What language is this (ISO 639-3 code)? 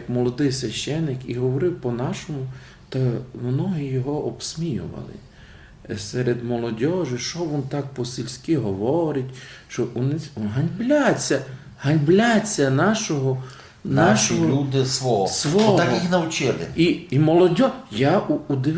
rue